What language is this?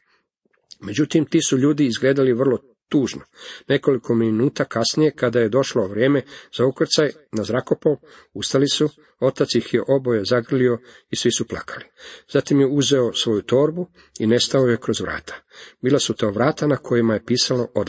Croatian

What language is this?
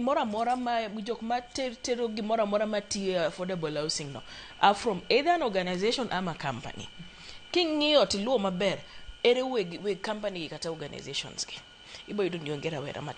Luo (Kenya and Tanzania)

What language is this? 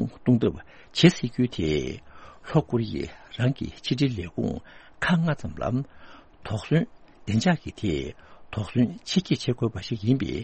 Tibetan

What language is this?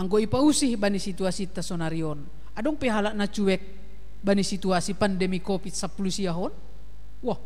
Batak Simalungun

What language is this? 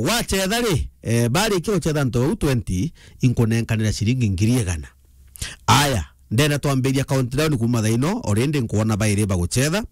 Meru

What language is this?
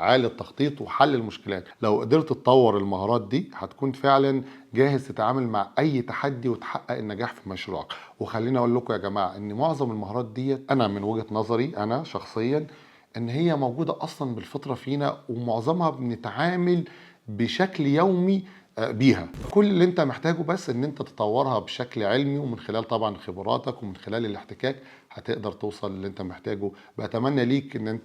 Egyptian Arabic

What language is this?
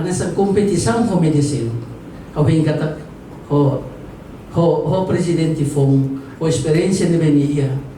Tetum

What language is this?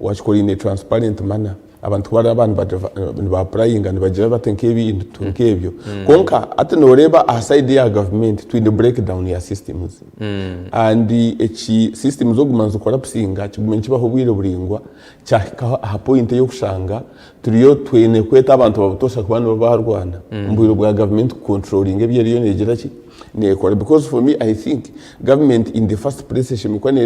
Nyankole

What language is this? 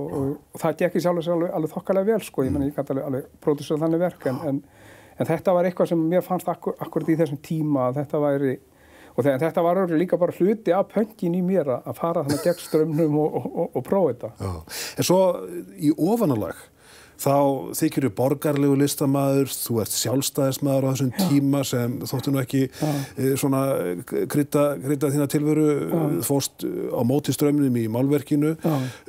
Icelandic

